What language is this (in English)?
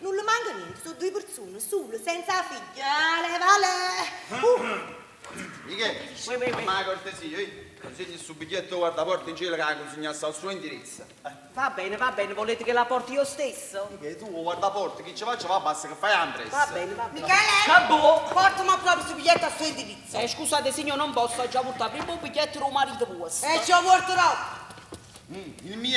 Neapolitan